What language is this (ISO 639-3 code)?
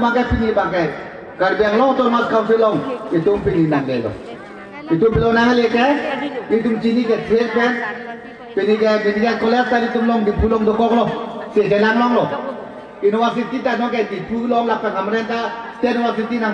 mjw